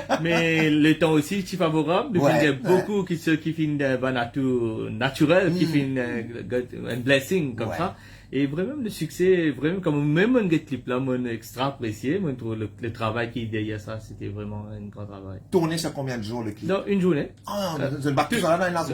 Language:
Morisyen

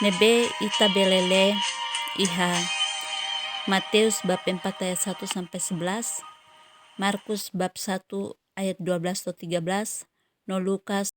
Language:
Tetum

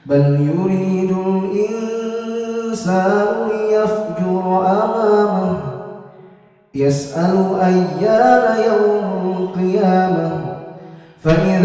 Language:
Arabic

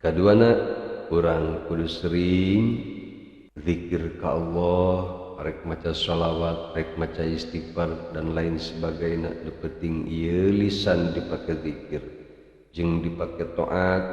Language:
Sundanese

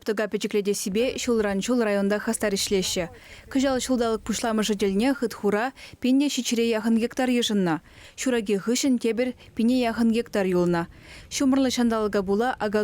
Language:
Chuvash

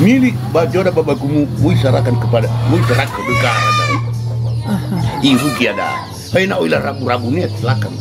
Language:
Nias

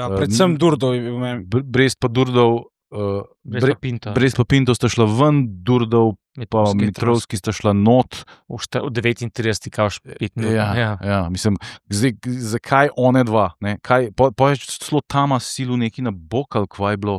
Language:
Slovenian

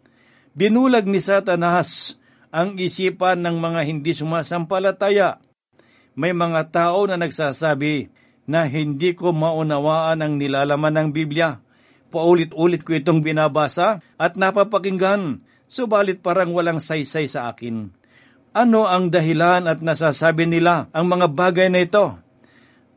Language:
Filipino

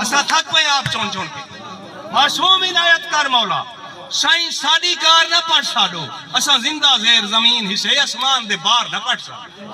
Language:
Saraiki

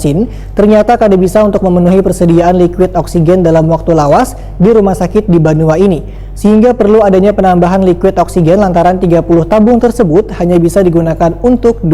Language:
Banjar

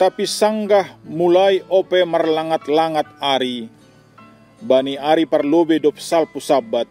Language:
Batak Simalungun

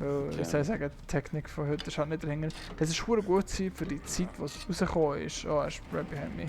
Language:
Swiss German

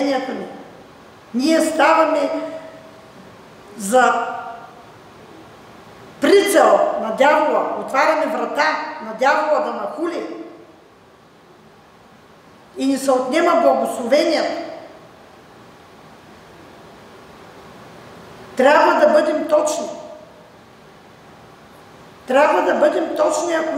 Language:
Bulgarian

